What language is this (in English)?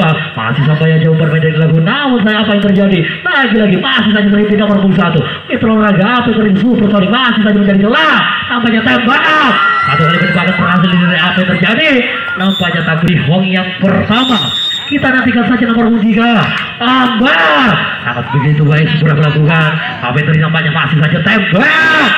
Indonesian